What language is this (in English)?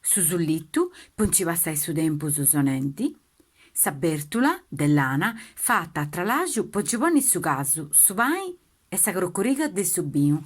Sardinian